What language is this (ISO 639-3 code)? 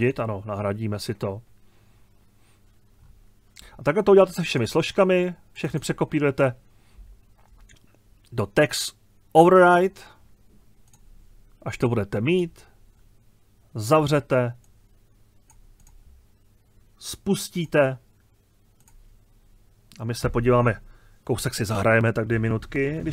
ces